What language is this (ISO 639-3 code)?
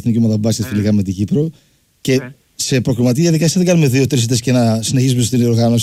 ell